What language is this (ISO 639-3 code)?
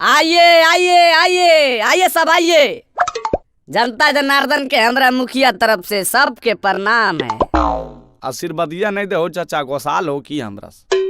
mag